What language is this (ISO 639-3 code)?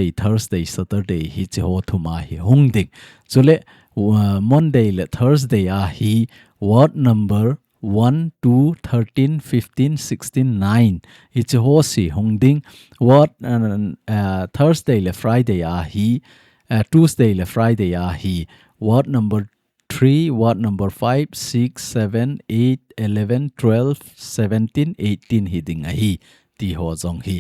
tcz